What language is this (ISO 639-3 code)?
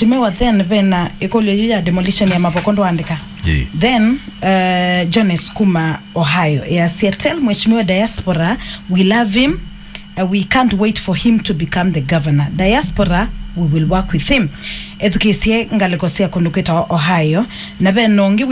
kam